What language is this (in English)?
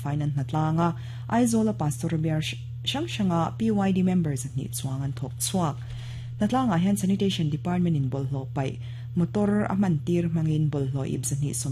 Mizo